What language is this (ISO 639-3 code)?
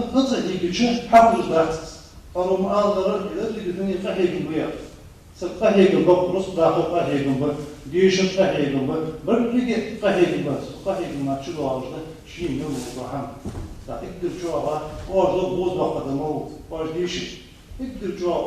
inh